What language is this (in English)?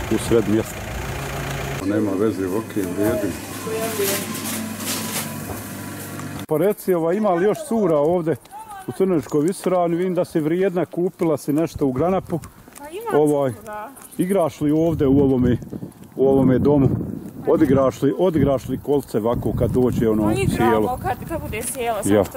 Bosnian